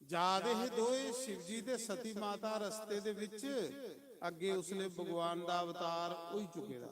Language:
Dogri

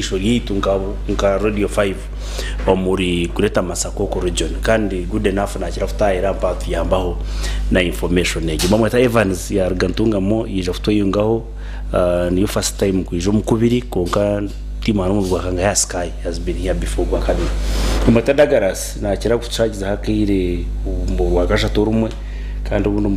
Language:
Nyankole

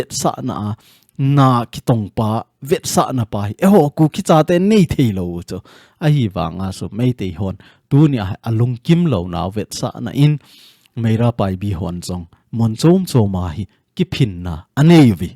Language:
Thado Chin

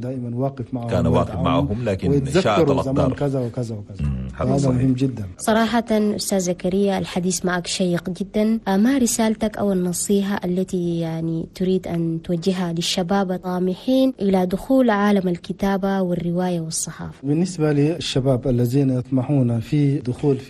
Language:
Chadian Arabic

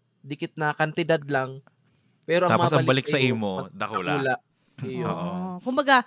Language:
Bikol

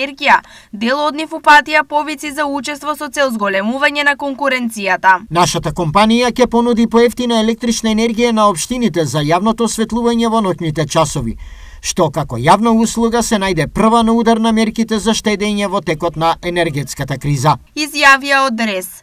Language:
Macedonian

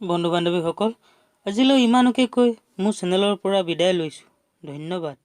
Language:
Assamese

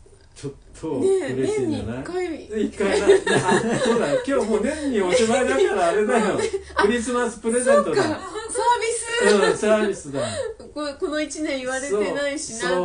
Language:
Japanese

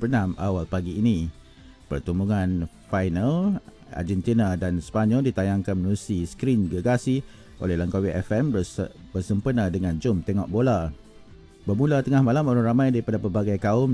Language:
Malay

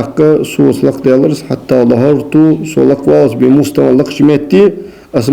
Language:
Ingush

